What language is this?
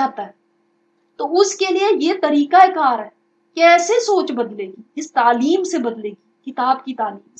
Urdu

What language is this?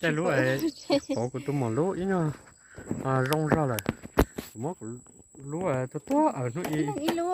Hmong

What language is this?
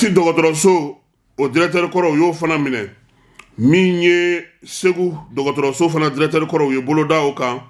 Bambara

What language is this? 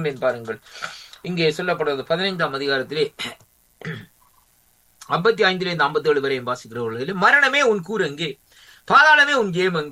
Tamil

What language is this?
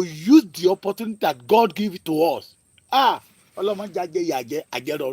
Yoruba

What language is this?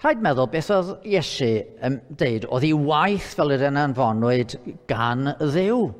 Welsh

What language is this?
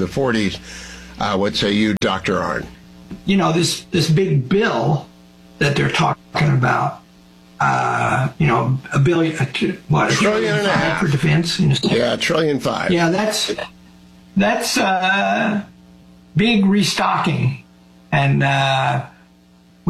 English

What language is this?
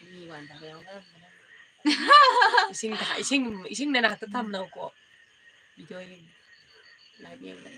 Manipuri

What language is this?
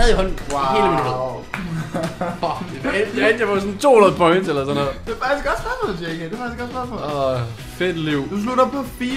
Danish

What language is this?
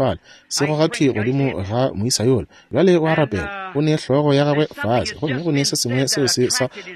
Northern Sotho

